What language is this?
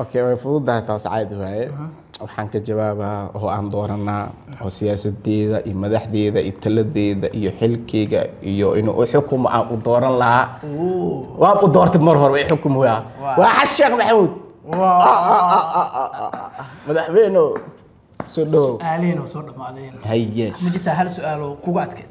Somali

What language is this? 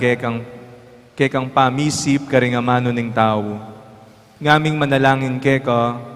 Pampanga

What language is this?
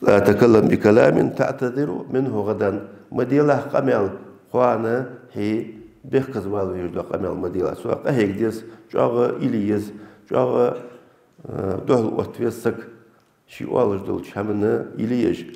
Ingush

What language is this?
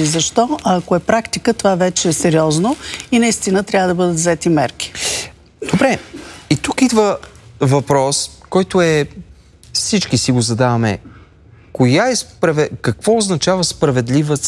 Bulgarian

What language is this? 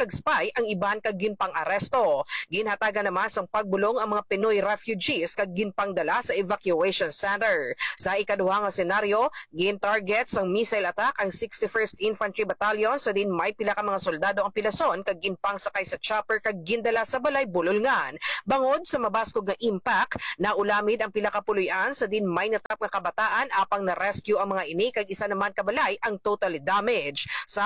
Hiligaynon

